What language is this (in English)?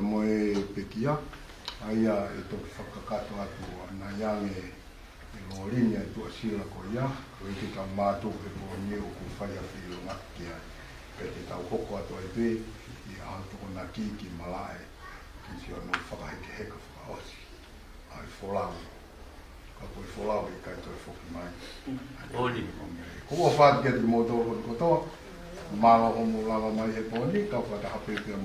Tongan